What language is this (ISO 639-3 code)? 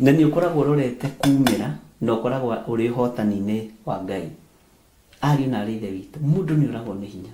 kik